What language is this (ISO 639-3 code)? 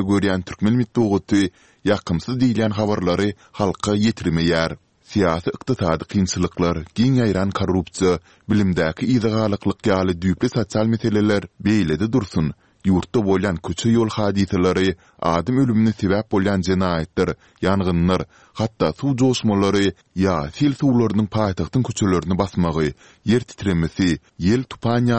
tuk